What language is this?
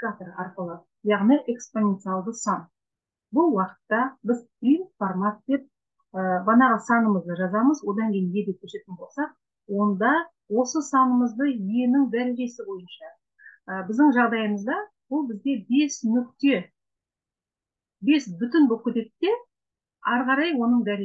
Kazakh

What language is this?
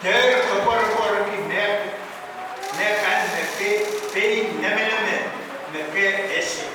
Pohnpeian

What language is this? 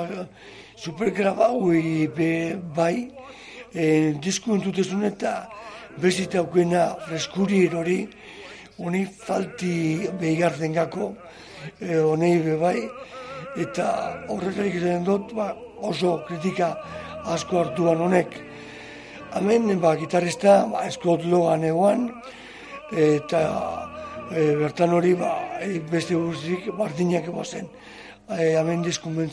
Basque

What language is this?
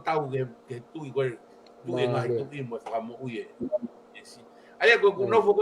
Tongan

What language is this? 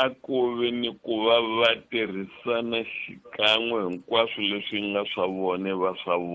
Tsonga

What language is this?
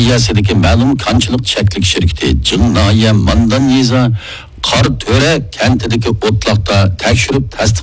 Uyghur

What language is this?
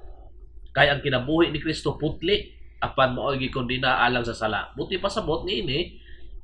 Cebuano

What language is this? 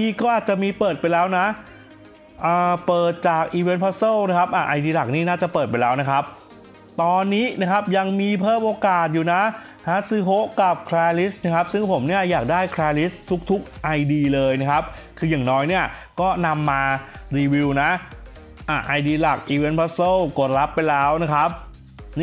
Thai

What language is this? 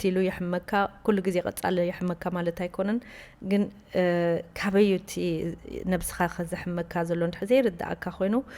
Tigrinya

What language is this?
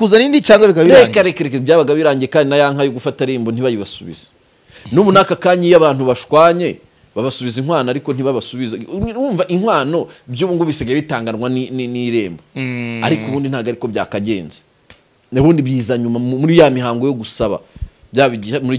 Kinyarwanda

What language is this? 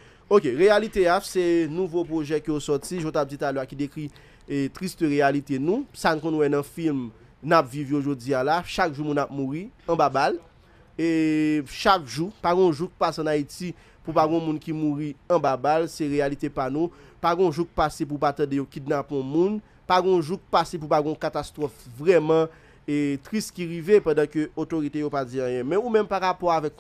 Haitian Creole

